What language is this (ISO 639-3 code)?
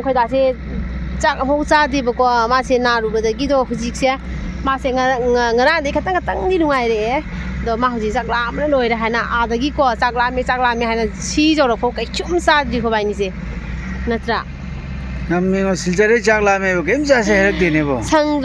mni